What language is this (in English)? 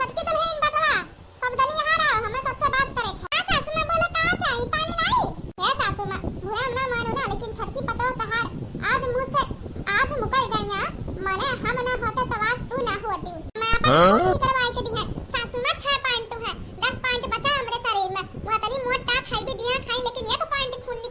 Awadhi